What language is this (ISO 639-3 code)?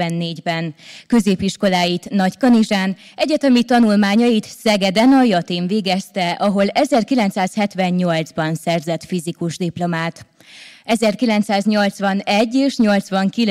hun